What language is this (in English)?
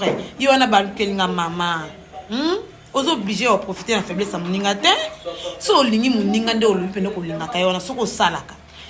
Lingala